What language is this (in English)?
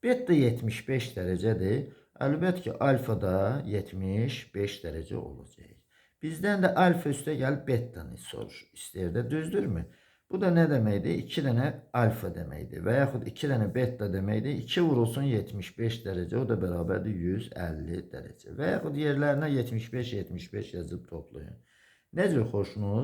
Azerbaijani